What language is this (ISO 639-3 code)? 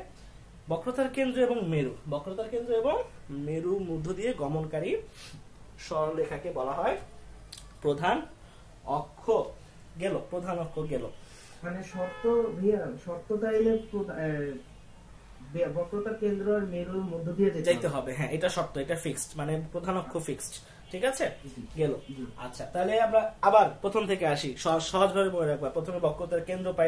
ben